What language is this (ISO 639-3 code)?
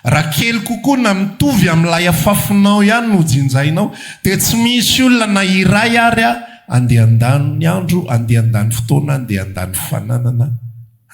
mlg